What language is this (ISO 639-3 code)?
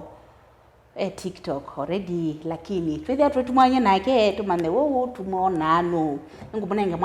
kam